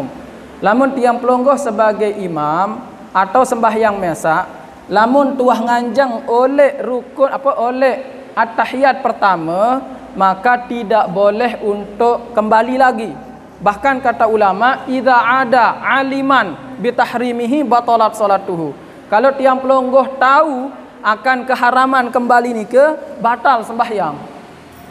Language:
Sasak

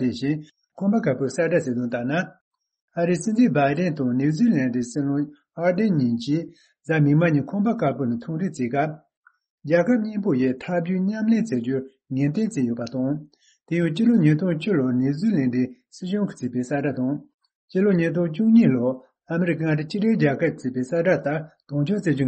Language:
Tibetan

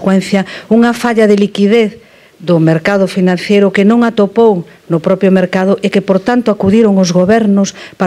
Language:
Galician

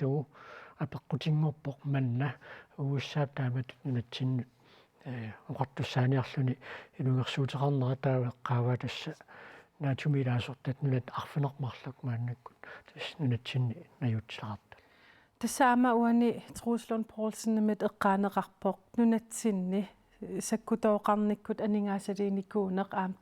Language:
Kalaallisut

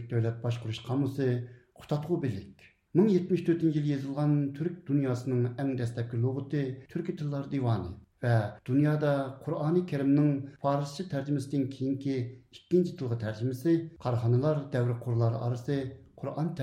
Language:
Uyghur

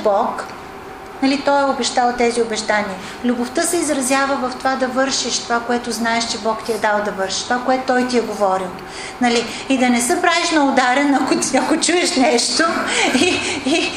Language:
Bulgarian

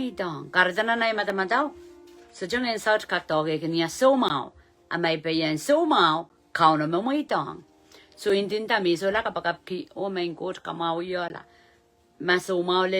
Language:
Pohnpeian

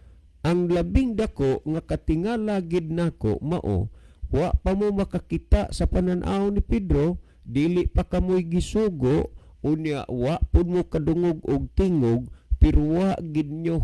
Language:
Cebuano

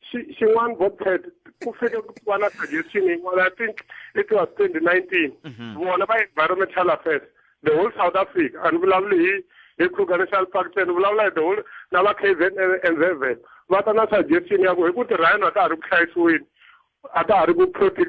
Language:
Tsonga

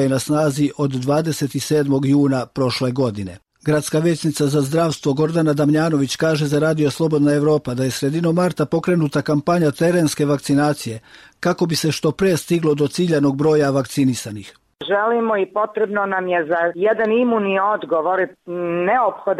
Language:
Serbian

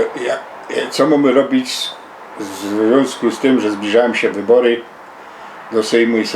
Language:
Silesian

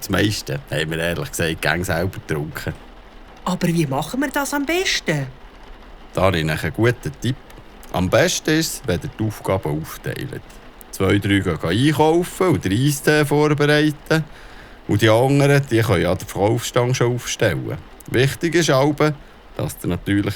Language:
Swiss German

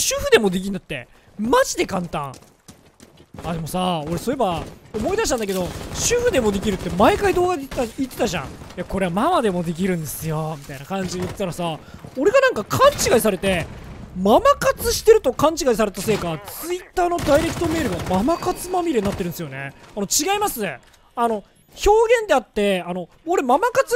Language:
Japanese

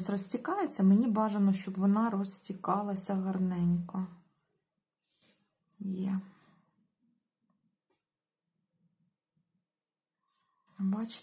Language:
Ukrainian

